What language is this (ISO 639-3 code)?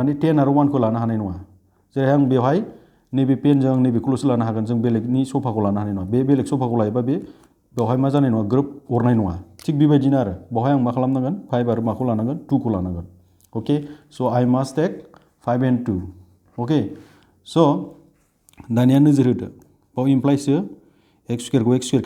brx